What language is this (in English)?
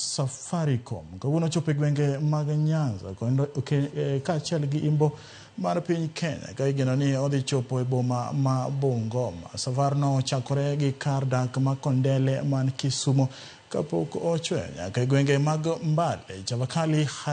Luo (Kenya and Tanzania)